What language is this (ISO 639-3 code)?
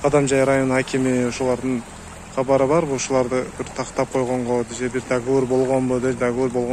kir